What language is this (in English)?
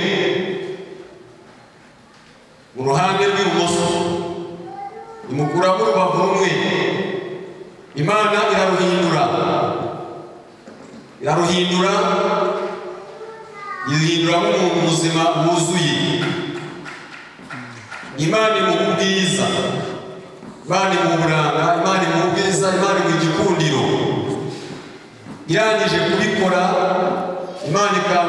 Kinyarwanda